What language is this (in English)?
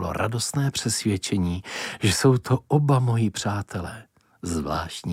Czech